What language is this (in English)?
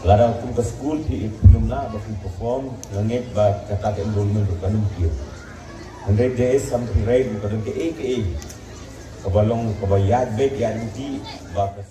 Khasi